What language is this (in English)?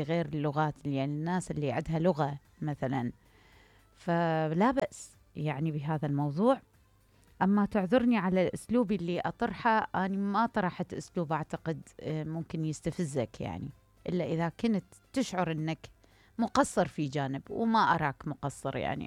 Mesopotamian Arabic